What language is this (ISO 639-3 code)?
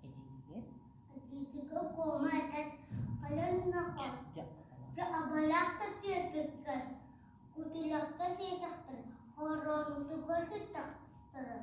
sah